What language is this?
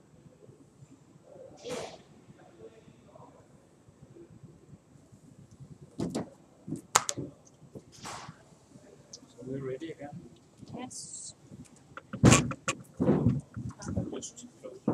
English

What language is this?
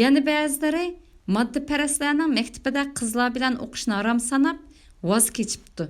Uyghur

